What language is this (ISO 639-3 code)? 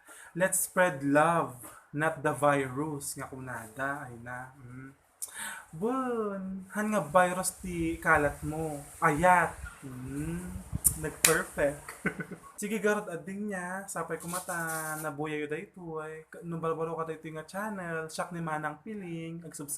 ilo